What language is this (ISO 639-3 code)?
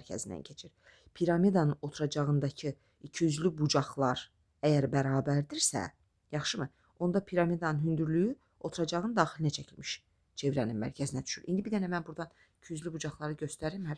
aze